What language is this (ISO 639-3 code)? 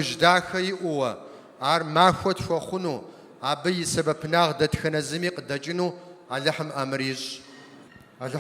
kbd